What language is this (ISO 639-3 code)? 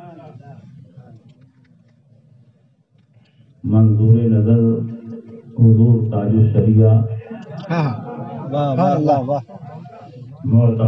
urd